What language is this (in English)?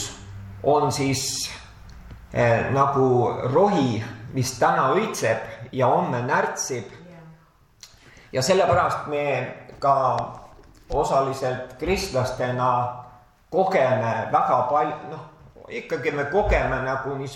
Estonian